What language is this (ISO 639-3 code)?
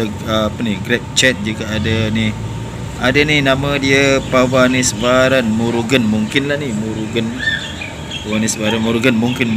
msa